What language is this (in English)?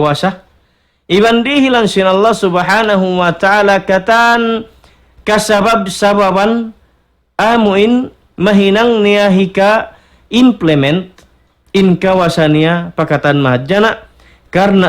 Tausug